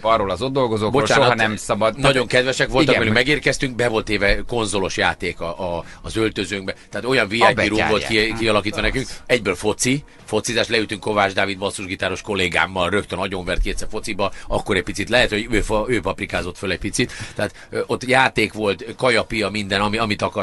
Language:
Hungarian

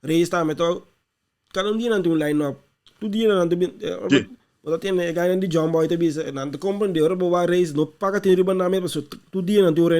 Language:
Papiamento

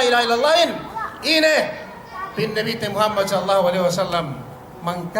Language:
Yakan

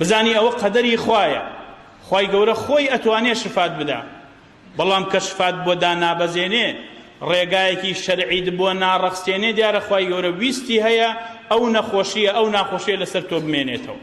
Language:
Central Kurdish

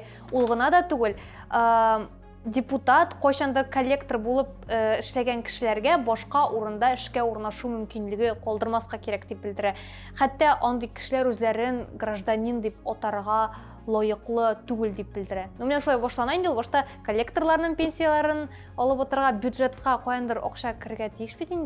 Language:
Tatar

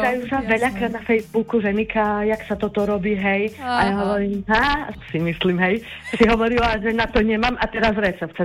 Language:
Slovak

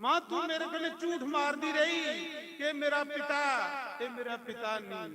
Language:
Dogri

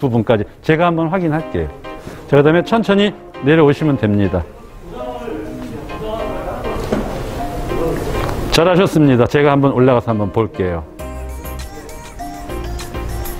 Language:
Korean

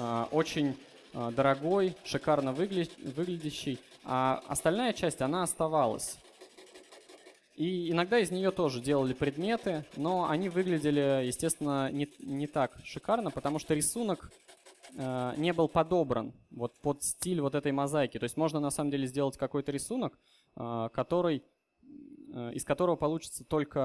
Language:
Russian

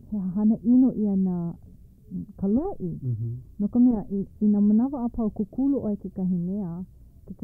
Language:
Hawaiian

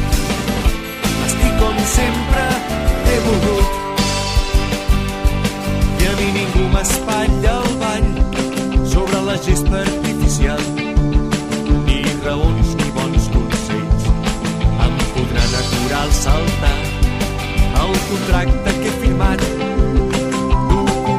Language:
Catalan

